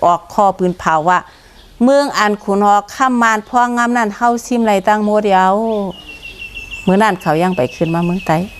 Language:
Shan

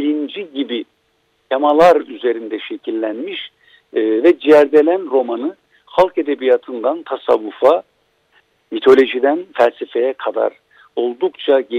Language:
Turkish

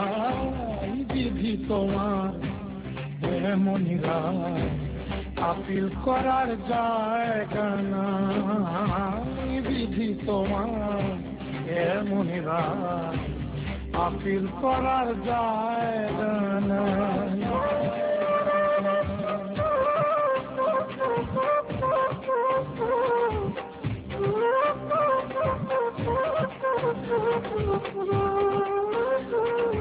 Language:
Bangla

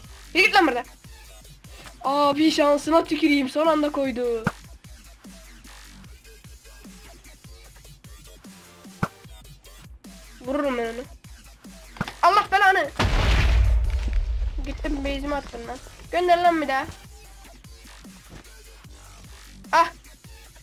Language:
Turkish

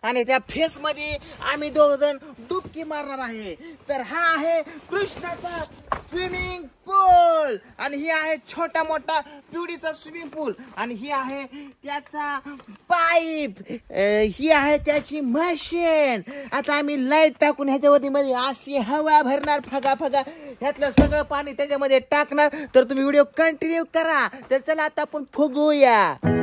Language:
Marathi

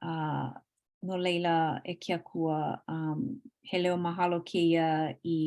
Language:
Hawaiian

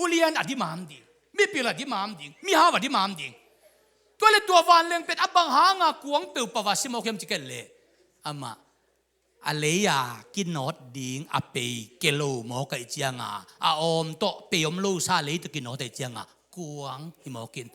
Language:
Tedim Chin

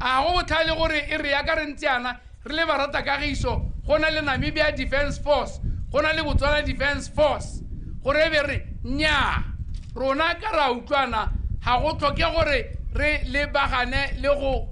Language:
Tswana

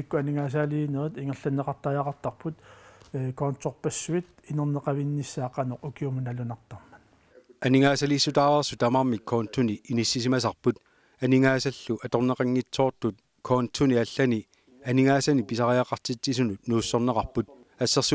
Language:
Kalaallisut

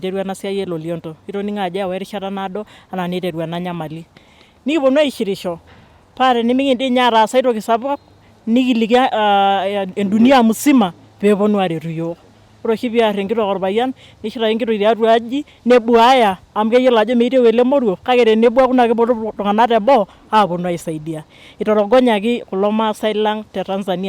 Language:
Masai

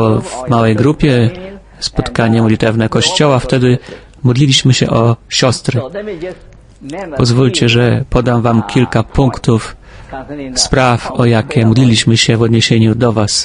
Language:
Polish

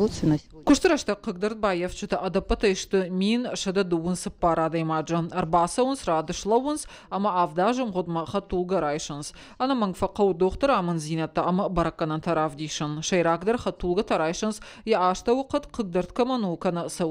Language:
Ossetic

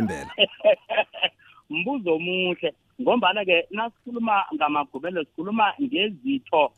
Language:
South Ndebele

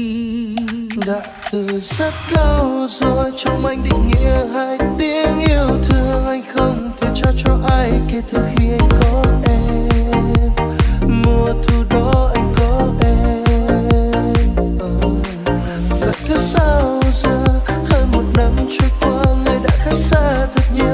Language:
Vietnamese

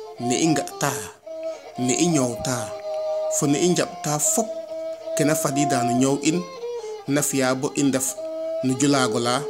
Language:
Serer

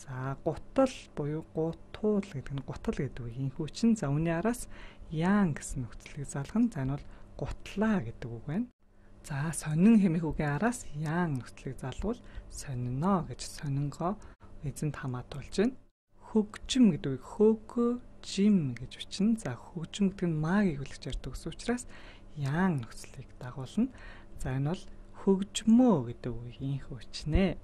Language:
Mongolian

